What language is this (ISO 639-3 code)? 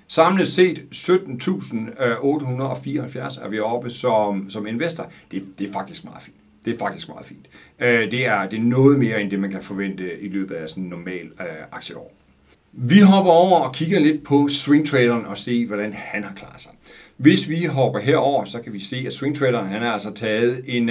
dan